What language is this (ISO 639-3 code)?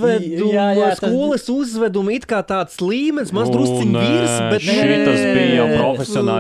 lav